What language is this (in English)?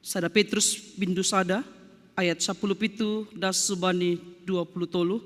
Batak Simalungun